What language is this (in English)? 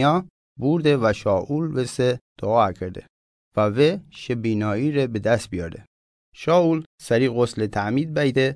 Mazanderani